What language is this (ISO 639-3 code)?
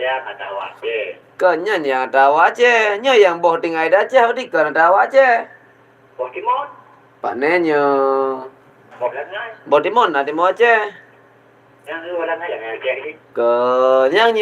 ace